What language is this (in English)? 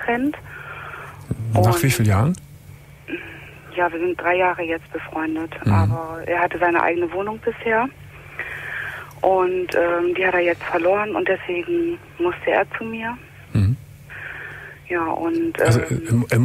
German